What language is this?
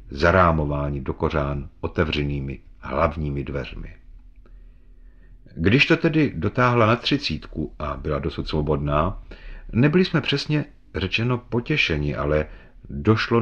Czech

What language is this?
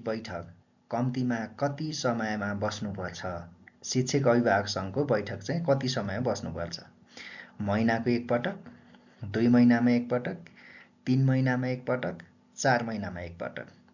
Nepali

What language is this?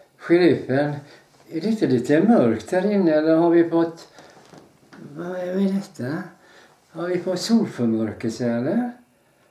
Swedish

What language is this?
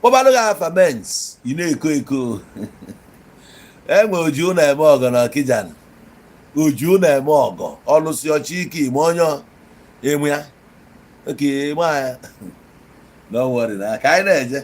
Igbo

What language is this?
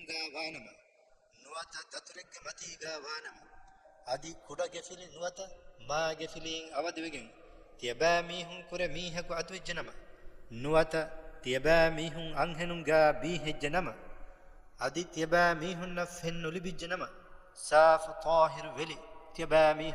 Divehi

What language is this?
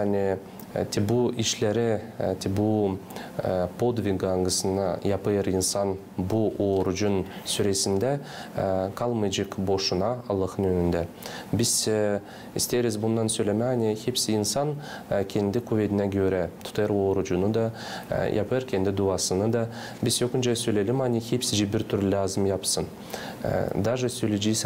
Gagauz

